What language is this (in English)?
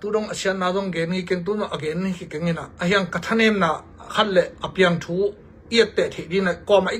Tedim Chin